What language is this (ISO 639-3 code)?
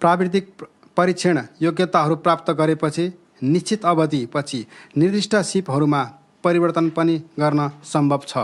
nep